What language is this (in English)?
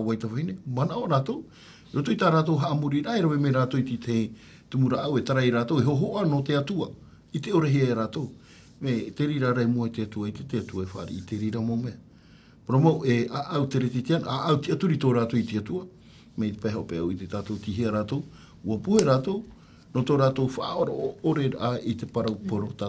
Tahitian